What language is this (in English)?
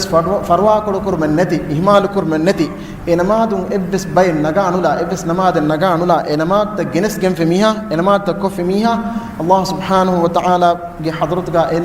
Divehi